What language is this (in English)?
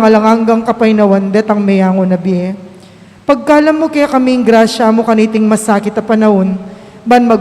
Pampanga